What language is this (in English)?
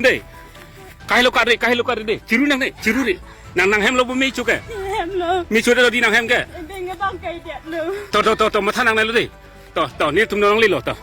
Karbi